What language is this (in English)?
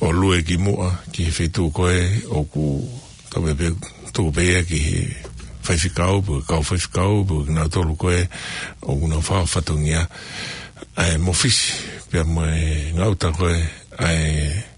Tongan